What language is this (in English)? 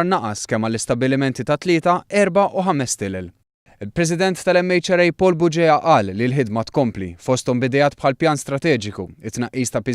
Maltese